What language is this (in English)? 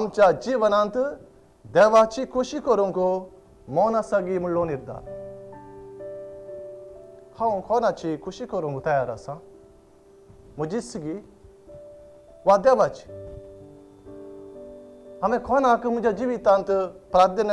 Konkani